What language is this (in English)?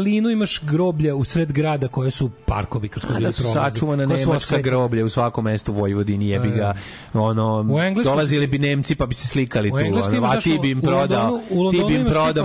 Serbian